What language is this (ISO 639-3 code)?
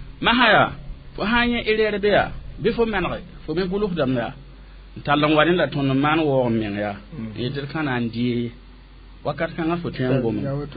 mos